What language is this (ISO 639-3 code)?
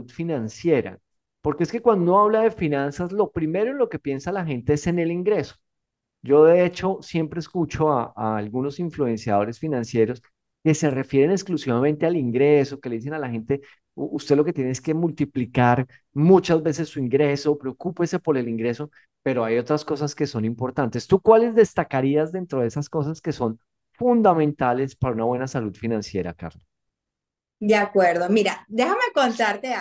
spa